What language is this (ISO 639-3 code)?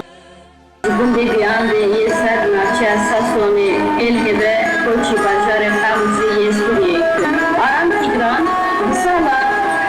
kur